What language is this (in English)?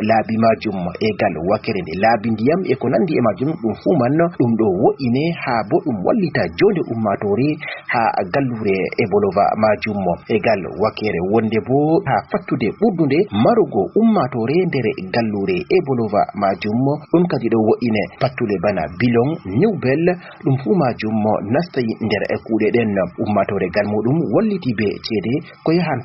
Fula